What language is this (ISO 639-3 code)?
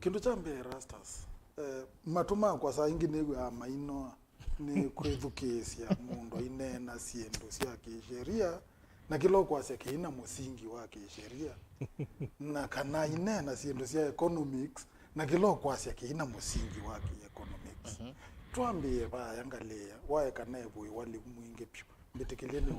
kam